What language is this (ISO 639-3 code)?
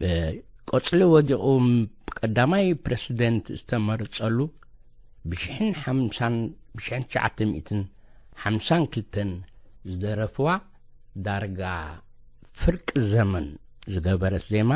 tir